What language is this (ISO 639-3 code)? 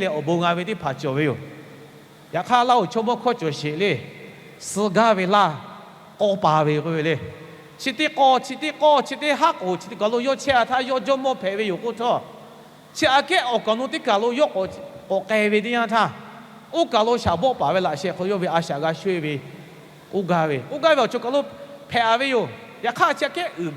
lhu